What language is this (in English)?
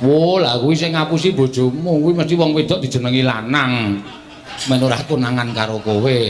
Javanese